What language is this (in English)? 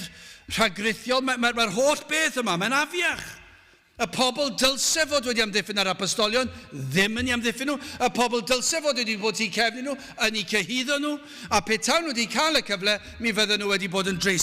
Welsh